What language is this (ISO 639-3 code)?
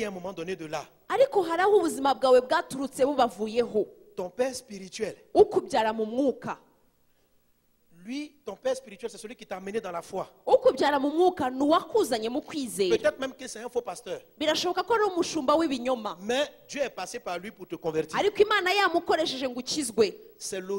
kin